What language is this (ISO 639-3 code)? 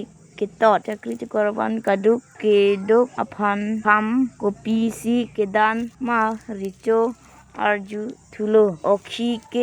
mjw